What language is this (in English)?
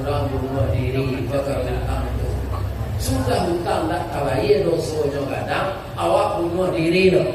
Minangkabau